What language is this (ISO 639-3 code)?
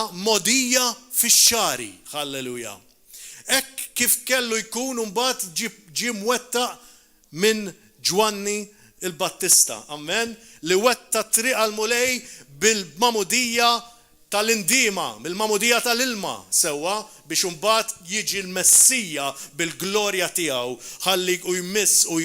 mlt